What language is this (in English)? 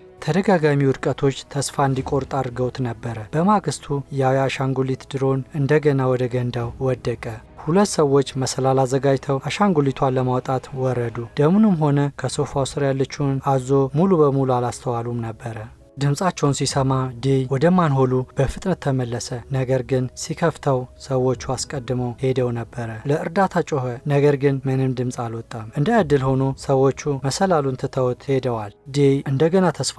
Amharic